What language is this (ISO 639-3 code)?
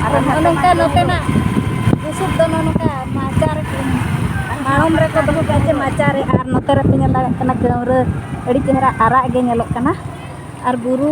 sat